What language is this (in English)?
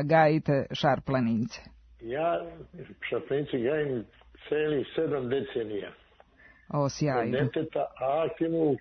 Serbian